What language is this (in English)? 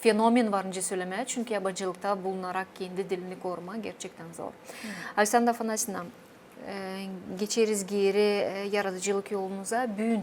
Gagauz